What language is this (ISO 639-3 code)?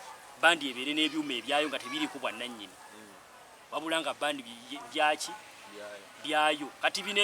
lug